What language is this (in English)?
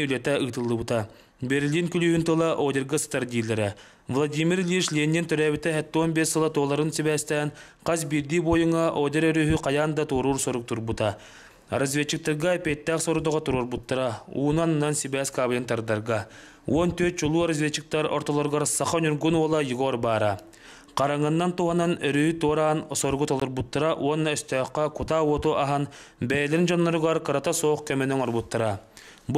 Yakut